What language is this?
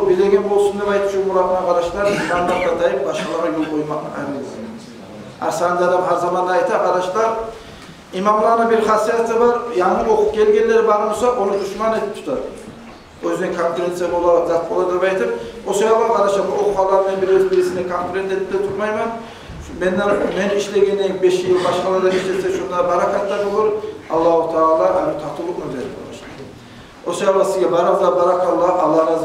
Kumyk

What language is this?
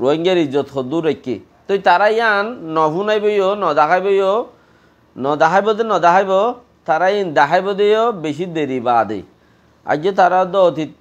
Rohingya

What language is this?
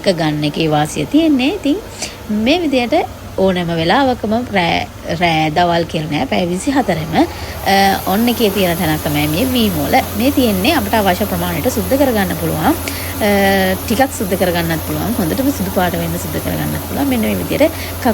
Sinhala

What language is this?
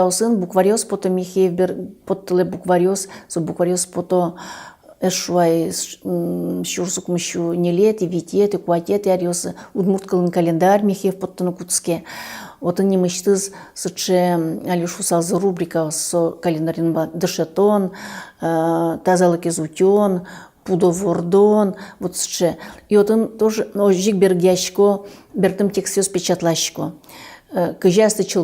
Udmurt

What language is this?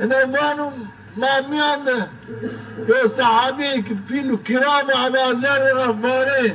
Zaza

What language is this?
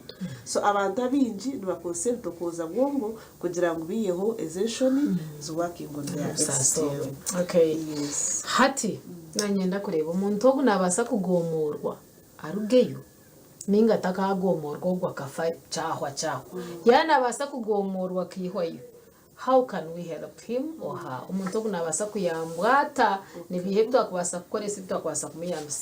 Nyankole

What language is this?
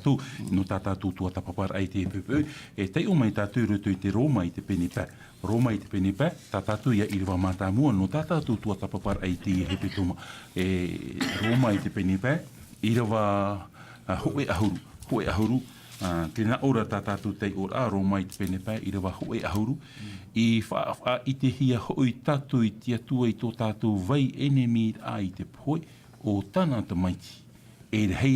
Tahitian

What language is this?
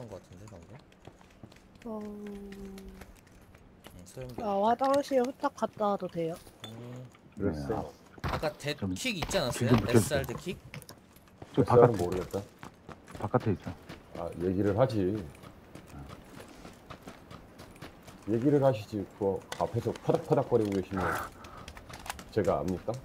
Korean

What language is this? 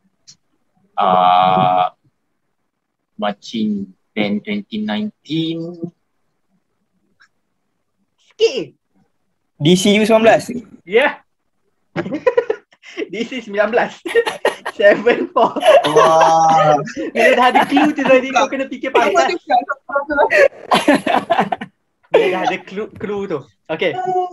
Malay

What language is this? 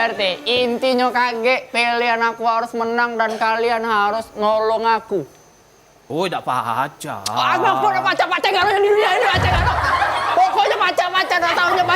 Musi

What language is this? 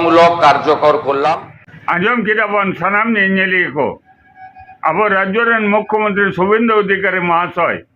Santali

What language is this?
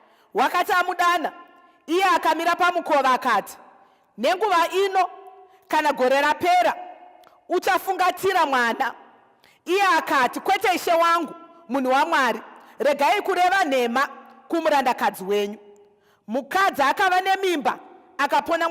Shona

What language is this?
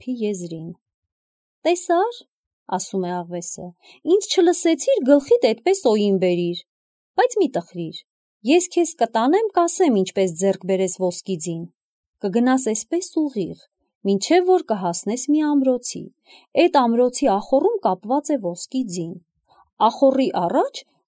Armenian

